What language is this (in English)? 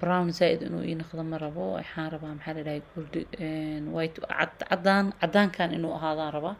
Somali